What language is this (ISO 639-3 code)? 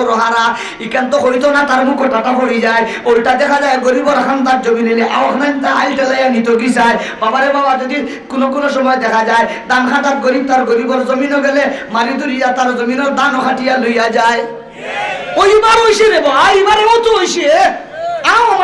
syl